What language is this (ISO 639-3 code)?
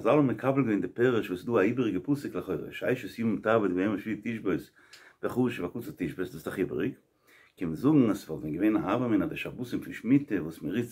yid